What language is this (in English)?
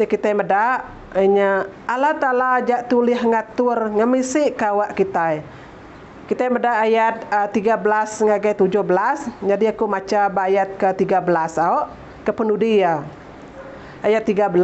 Iban